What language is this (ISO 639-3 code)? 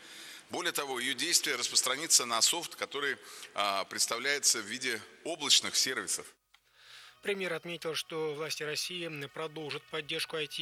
rus